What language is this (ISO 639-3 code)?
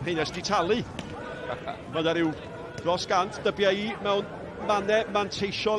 cym